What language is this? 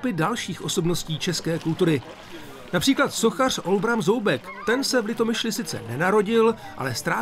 Czech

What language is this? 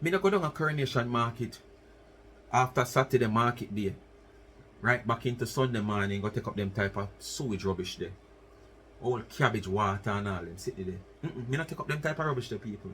Jamaican Creole English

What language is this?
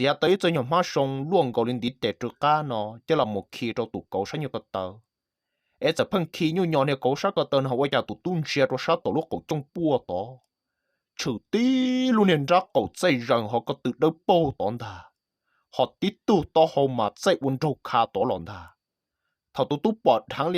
Hmong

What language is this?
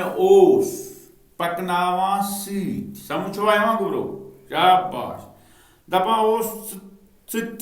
Kashmiri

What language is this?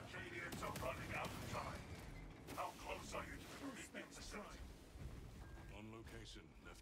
Slovak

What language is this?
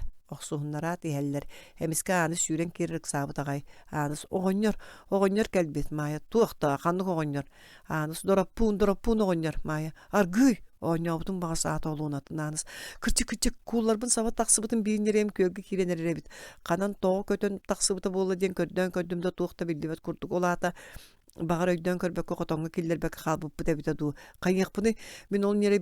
Yakut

